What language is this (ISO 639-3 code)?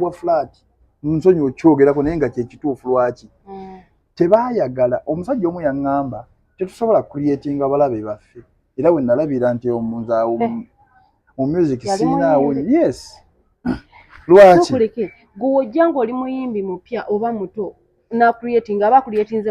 lug